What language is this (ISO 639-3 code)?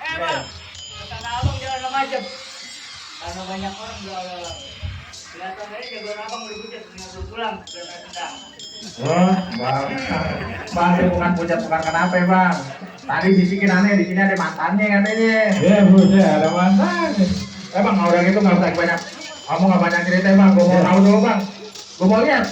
bew